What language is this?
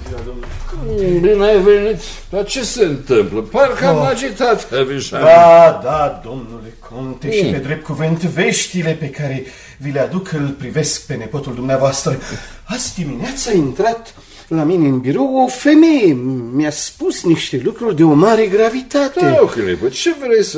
Romanian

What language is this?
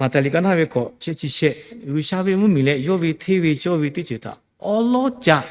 Lahu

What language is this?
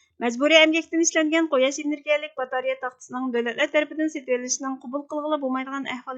Uyghur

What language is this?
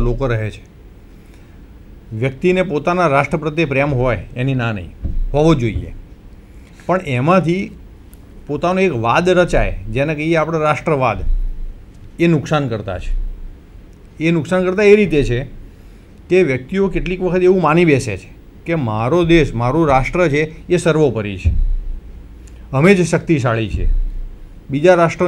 Gujarati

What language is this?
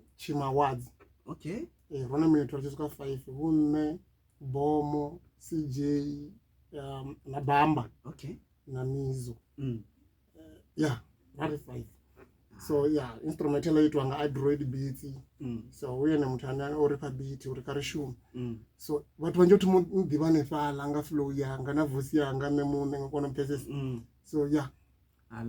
Venda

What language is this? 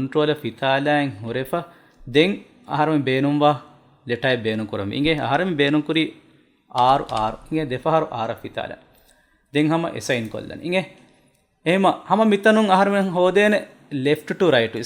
Divehi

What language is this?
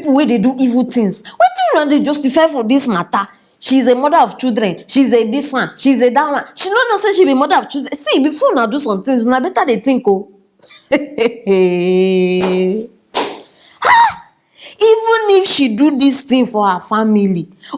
Nigerian Pidgin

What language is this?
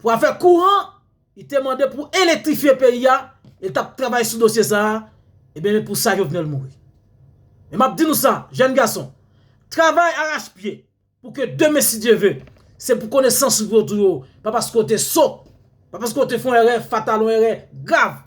Haitian Creole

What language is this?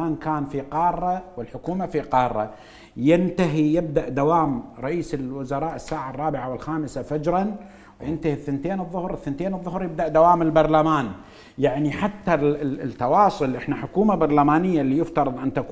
Mesopotamian Arabic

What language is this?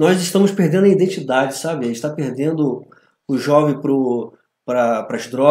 Portuguese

